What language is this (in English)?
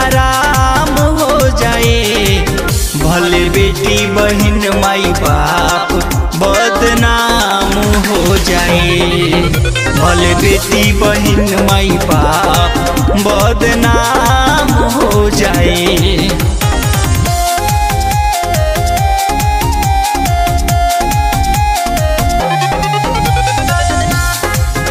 Bhojpuri